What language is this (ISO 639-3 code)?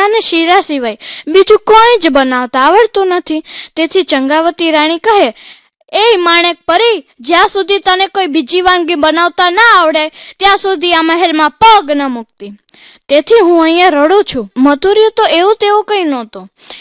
guj